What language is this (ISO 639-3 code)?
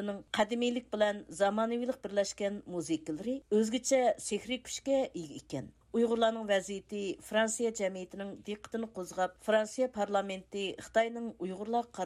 uig